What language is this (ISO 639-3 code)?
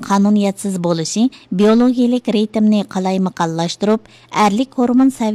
uig